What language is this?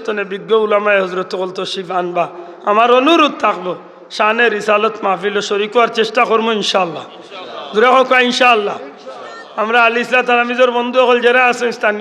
Sylheti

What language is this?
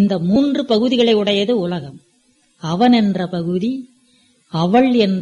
Tamil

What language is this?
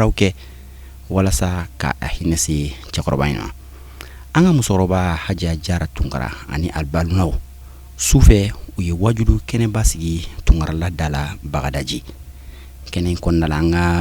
Bambara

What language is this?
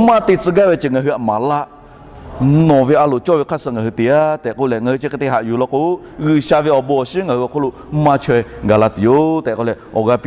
Lahu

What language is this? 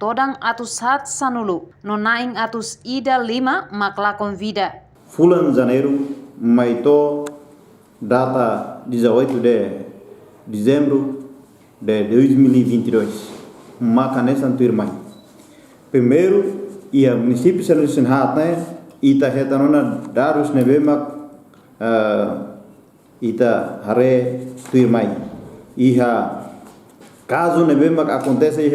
Tetum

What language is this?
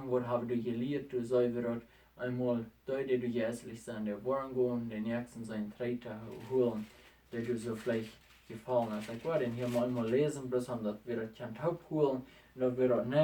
Plautdietsch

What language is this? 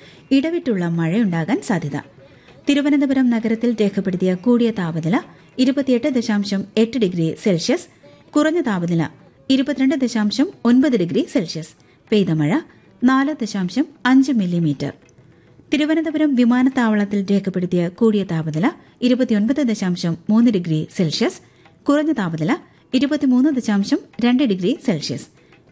Malayalam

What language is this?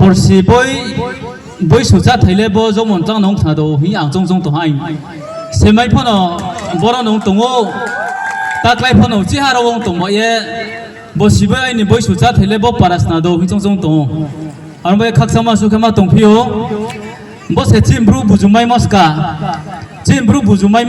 Riang (India)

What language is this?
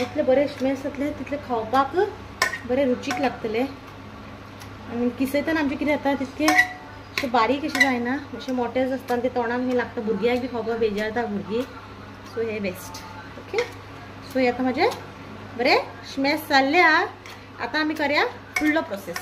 Konkani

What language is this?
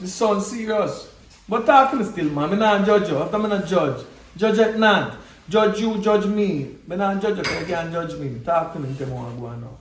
Jamaican Creole English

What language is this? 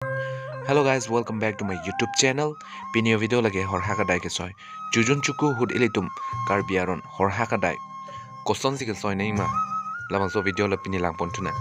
Karbi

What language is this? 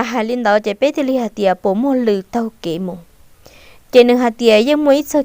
Hmong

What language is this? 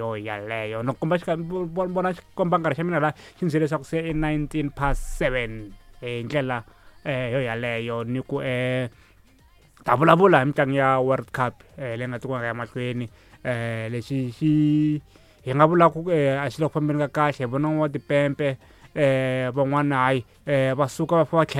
Tsonga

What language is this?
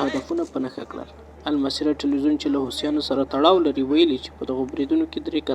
Pashto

